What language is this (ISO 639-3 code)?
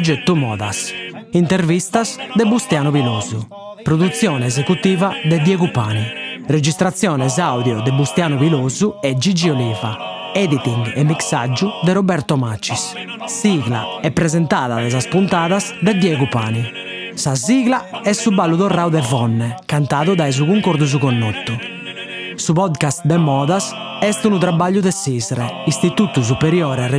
srd